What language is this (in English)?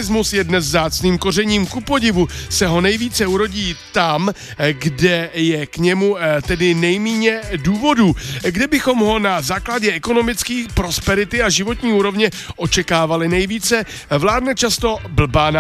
Czech